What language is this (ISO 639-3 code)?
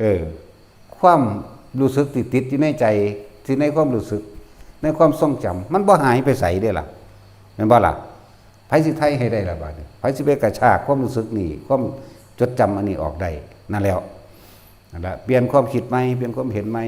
tts